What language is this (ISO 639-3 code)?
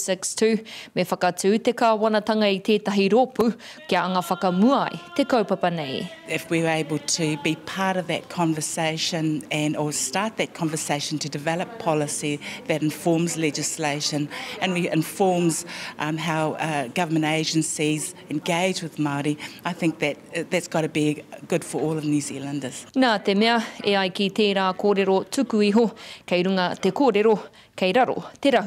mri